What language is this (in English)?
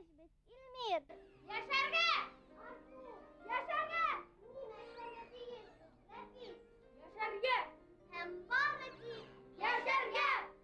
Bashkir